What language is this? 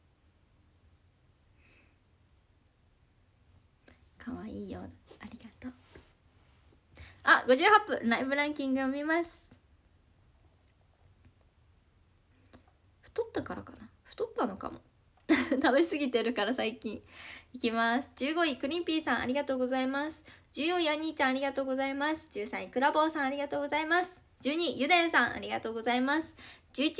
Japanese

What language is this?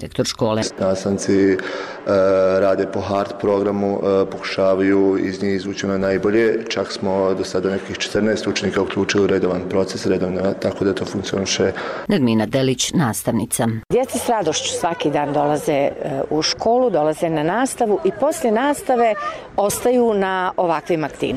Bosnian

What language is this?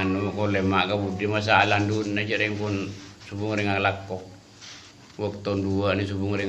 Madurese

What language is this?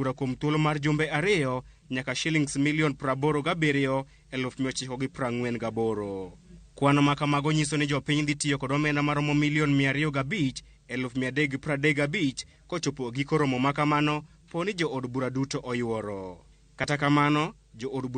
Luo (Kenya and Tanzania)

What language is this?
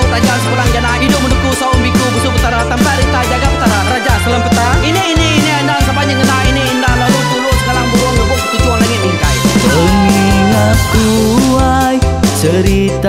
Iban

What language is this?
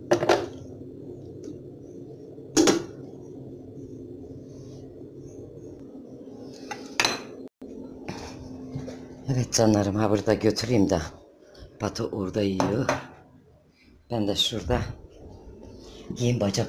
Turkish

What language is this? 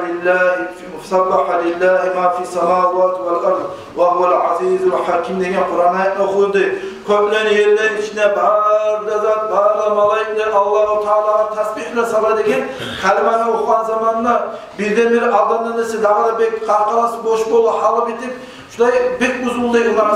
Kumyk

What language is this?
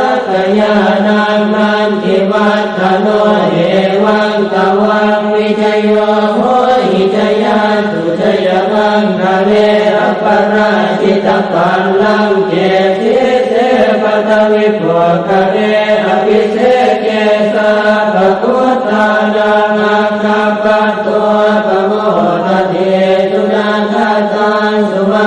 Pali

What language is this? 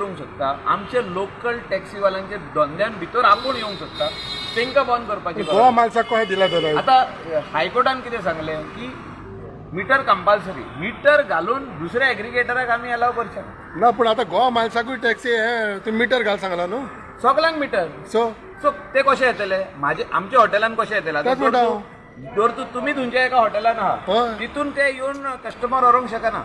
Konkani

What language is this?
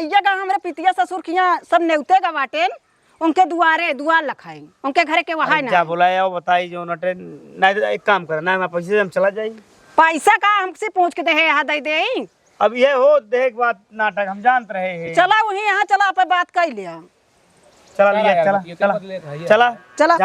Awadhi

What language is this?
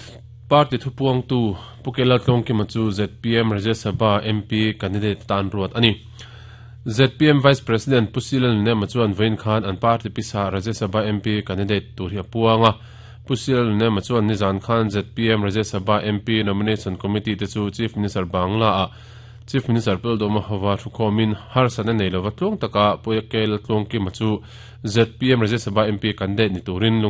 Mizo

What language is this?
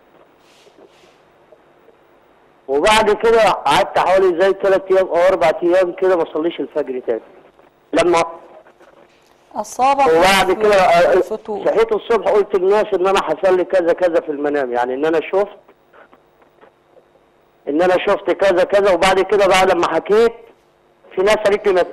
Egyptian Arabic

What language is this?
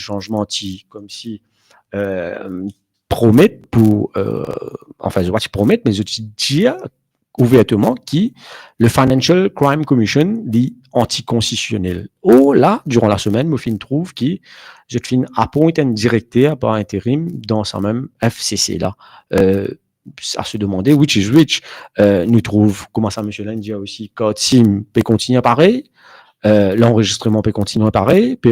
Morisyen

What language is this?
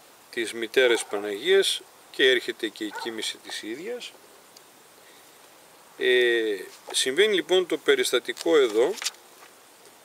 Greek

